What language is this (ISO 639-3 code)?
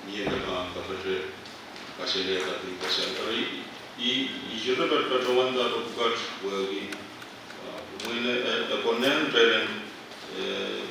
pon